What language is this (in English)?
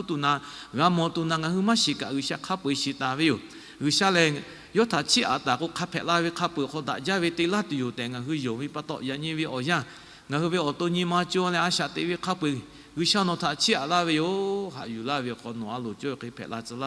Lahu